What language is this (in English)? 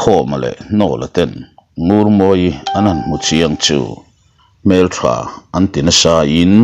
Mizo